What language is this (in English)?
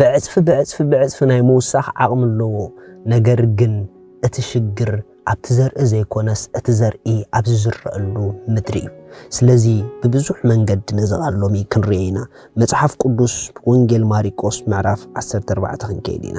Tigrinya